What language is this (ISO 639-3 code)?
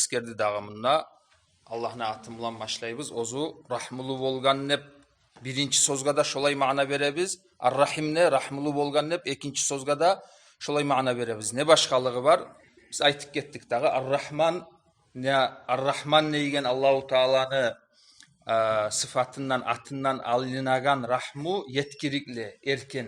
kum